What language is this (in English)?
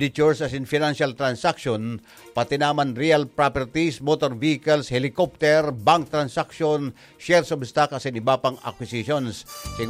Bikol